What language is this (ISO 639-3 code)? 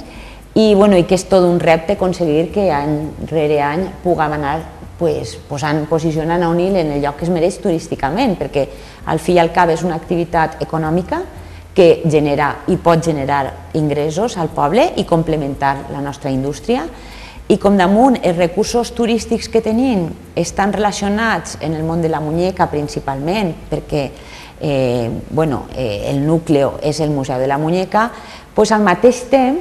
cat